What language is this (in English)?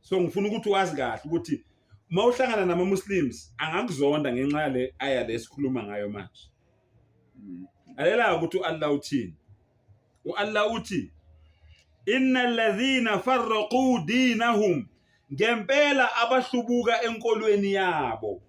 Zulu